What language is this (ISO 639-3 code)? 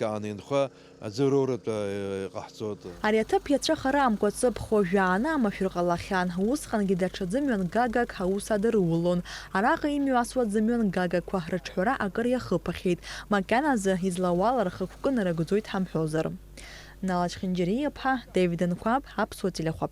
abk